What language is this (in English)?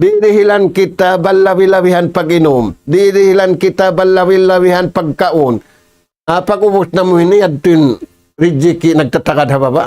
Tausug